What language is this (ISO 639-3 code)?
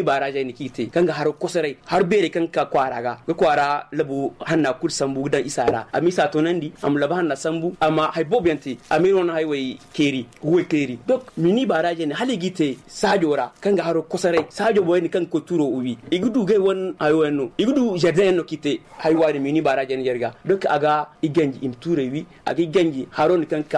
dje